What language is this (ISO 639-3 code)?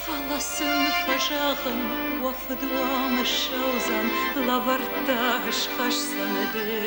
oss